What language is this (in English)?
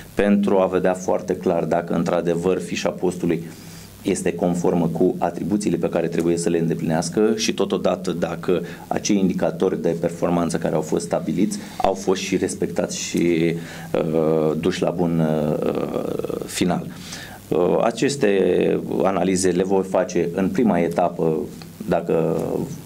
Romanian